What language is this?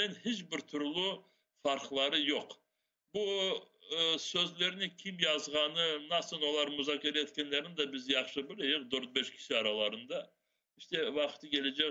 Crimean Tatar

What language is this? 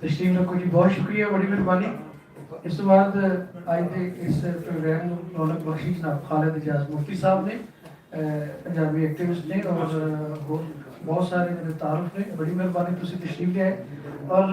Western Panjabi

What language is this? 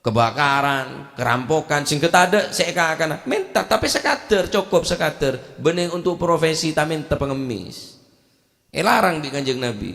Madurese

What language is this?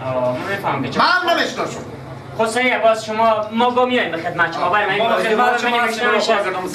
Persian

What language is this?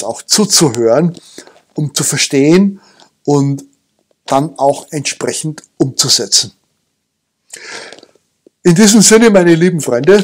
German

